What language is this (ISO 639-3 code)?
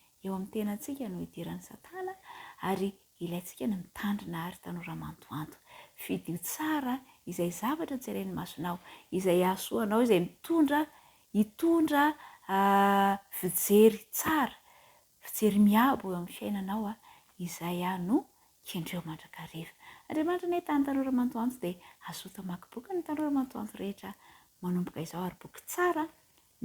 mlg